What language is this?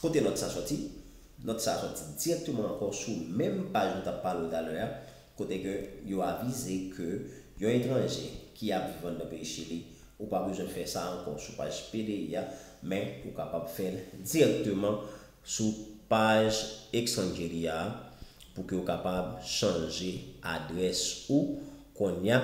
Haitian Creole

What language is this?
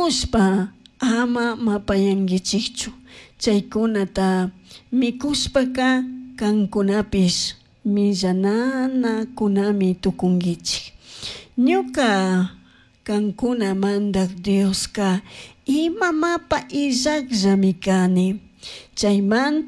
Chimborazo Highland Quichua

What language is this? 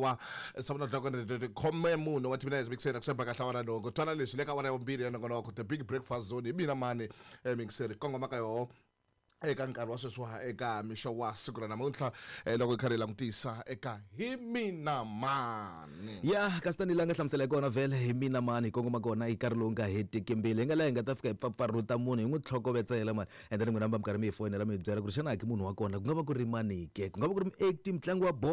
Tsonga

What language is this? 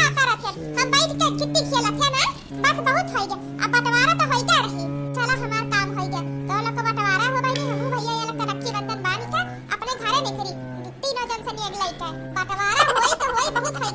Awadhi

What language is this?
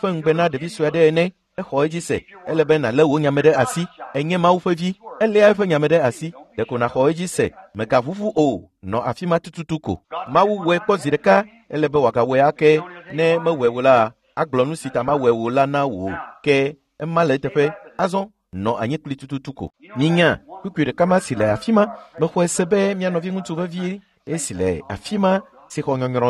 Ewe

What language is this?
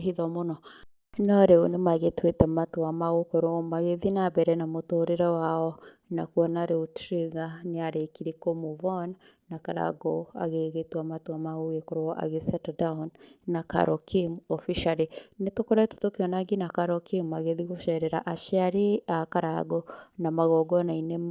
Kikuyu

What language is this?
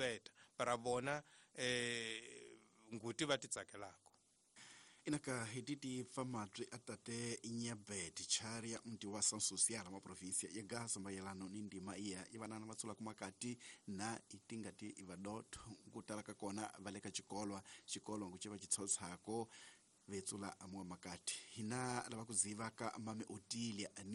Tsonga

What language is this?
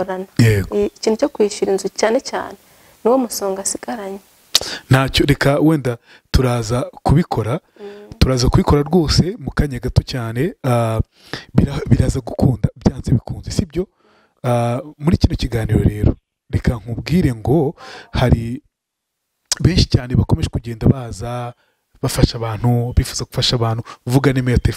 Kinyarwanda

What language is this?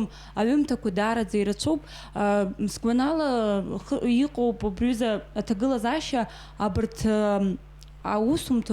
Abkhazian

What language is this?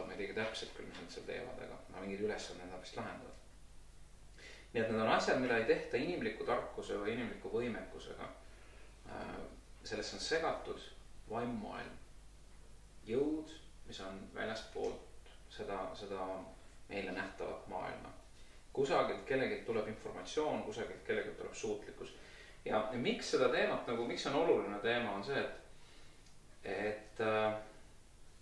Estonian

